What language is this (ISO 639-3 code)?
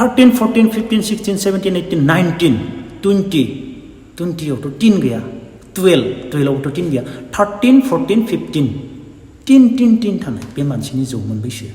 brx